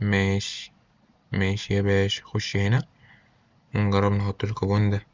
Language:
Egyptian Arabic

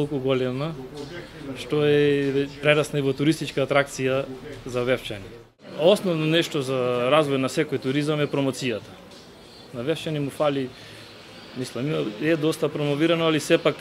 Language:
Macedonian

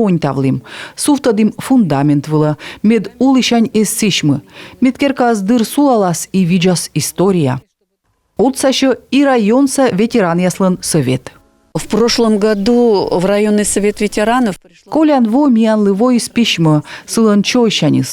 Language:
Komi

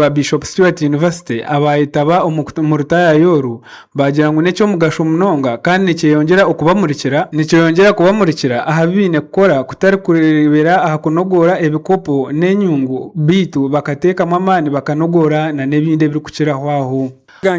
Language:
Nyankole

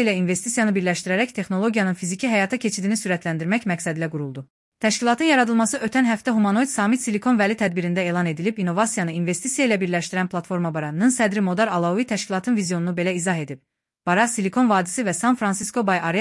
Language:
Azerbaijani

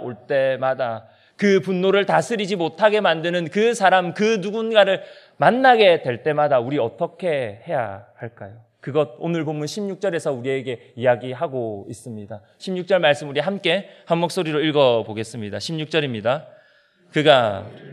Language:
Korean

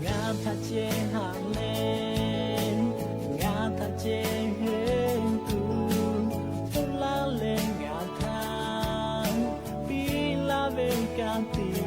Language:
Lahu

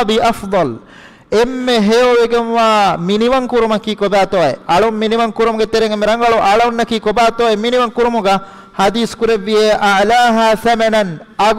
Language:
Divehi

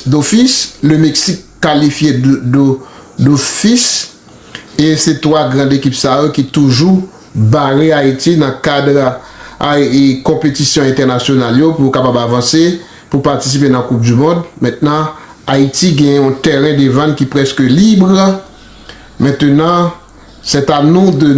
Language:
Haitian Creole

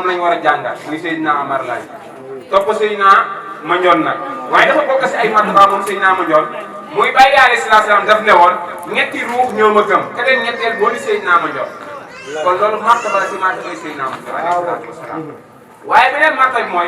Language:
Wolof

